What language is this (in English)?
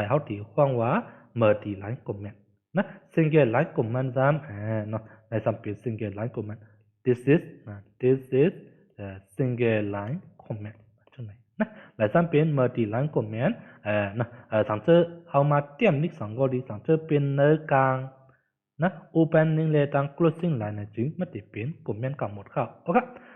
Shan